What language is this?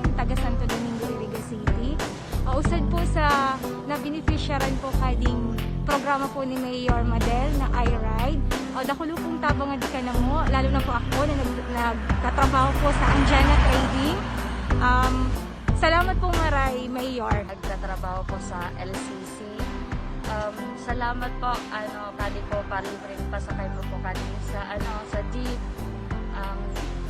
Bikol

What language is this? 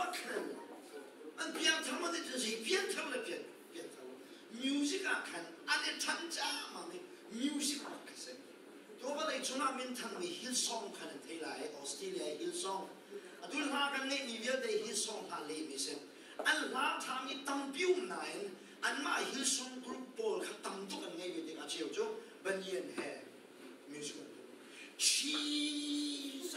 Hakha Chin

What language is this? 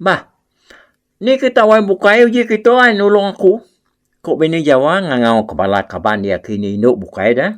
Iban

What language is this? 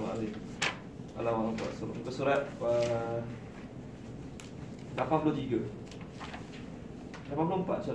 Malay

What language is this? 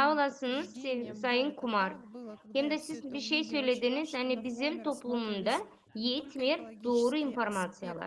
Gagauz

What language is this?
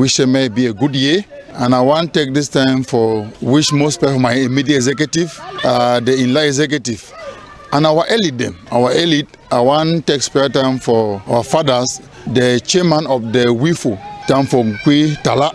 Cameroon Pidgin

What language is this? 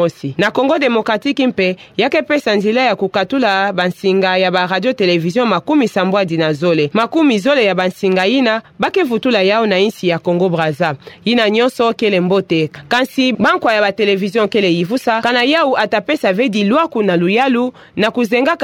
Kituba (Democratic Republic of Congo)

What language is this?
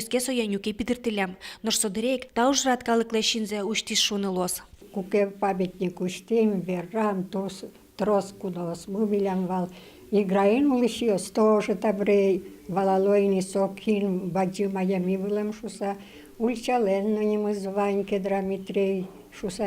Udmurt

